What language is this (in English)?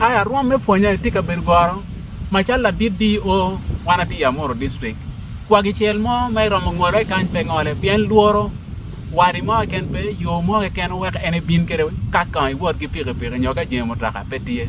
Acoli